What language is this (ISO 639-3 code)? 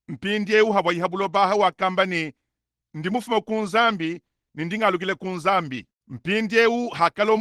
lua